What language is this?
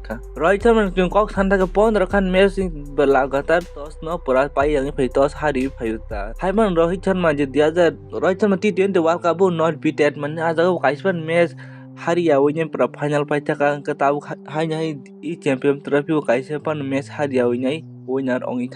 Kok Borok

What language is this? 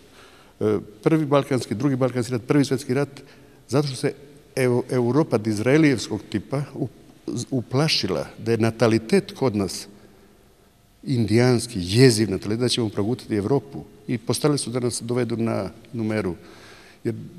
Serbian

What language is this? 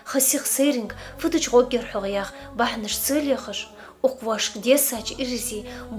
Ingush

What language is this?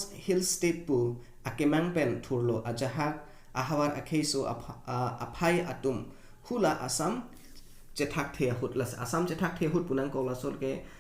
Karbi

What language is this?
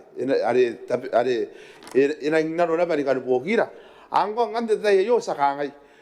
Gilbertese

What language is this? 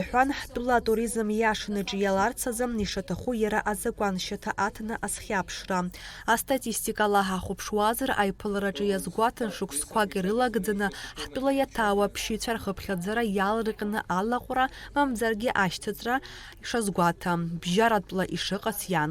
Abkhazian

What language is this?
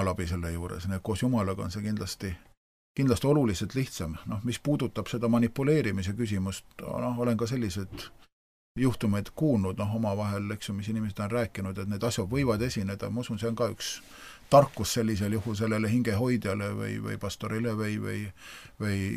Estonian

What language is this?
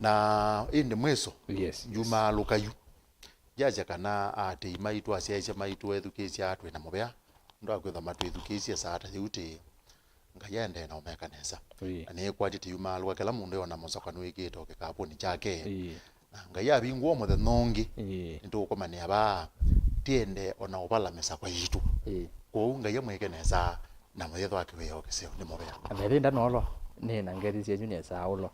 Kamba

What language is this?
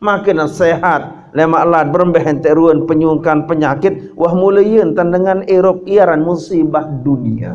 Sasak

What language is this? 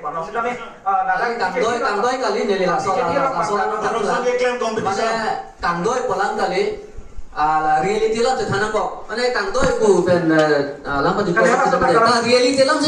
Karbi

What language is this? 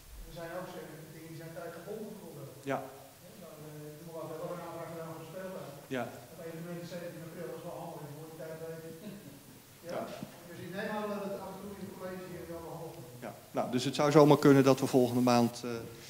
Dutch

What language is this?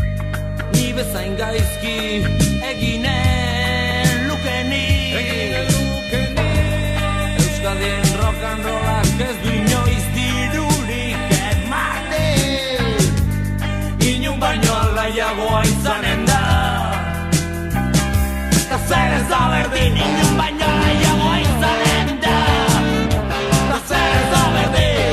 Basque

